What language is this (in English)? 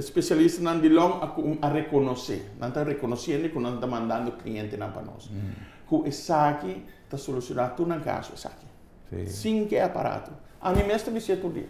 Papiamento